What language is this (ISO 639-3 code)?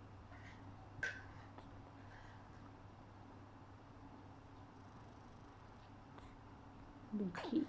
lao